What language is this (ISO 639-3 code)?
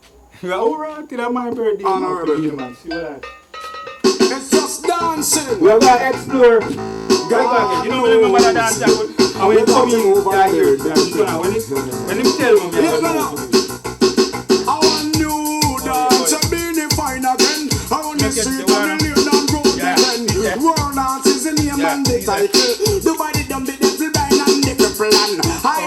jam